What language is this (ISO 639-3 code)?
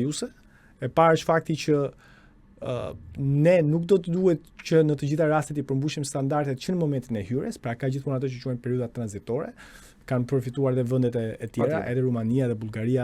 sqi